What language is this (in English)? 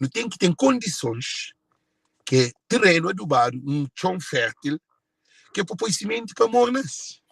Kabuverdianu